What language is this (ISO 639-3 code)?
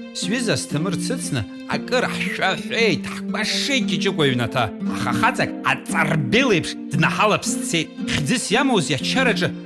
abk